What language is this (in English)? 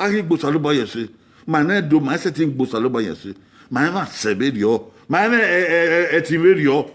Bini